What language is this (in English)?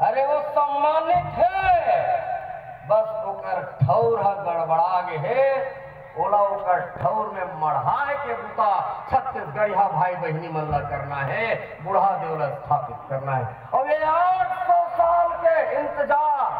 Chhattisgarhi